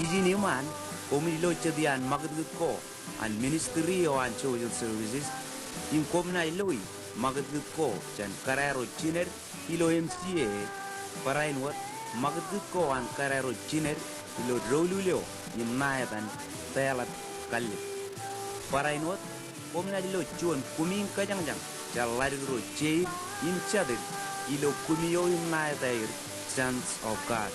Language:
Marshallese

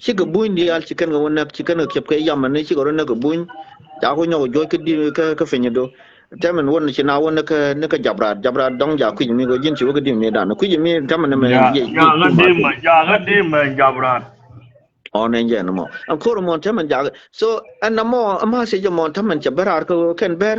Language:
Nuer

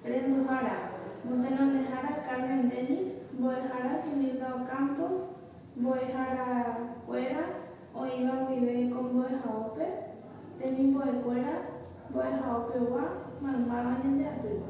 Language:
Guarani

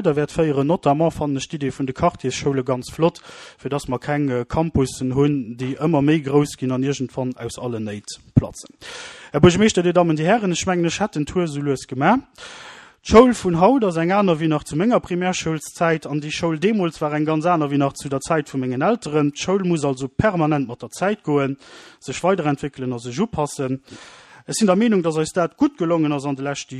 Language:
Luxembourgish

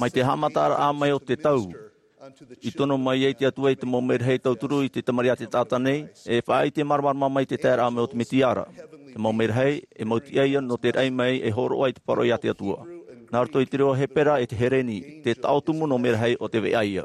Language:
Tahitian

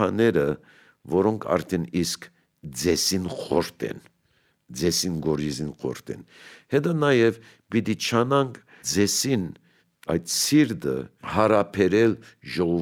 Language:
Armenian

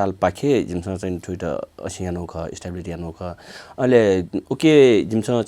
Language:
Newari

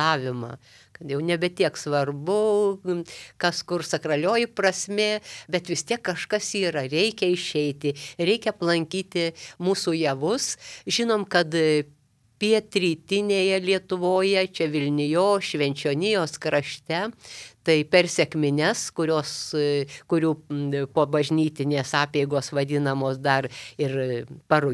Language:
Lithuanian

